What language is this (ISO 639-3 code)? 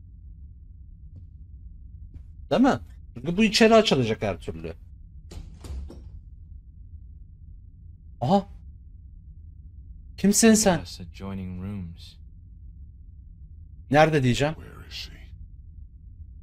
tur